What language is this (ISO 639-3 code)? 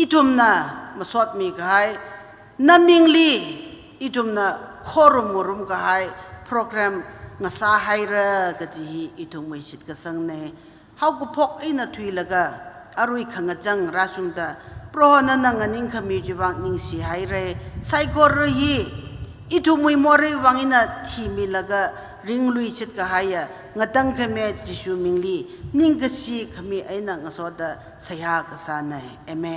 nmf